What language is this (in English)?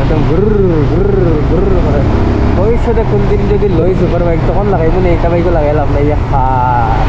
Sylheti